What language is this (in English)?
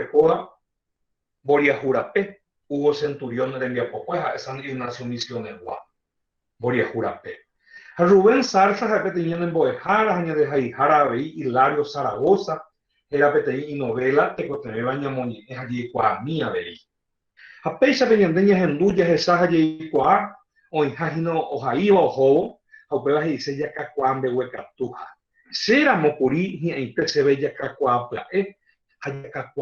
Guarani